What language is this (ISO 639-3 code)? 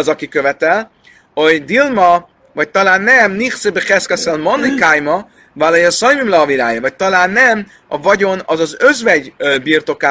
hun